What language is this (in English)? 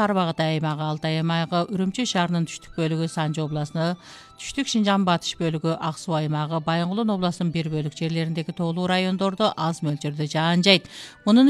Kyrgyz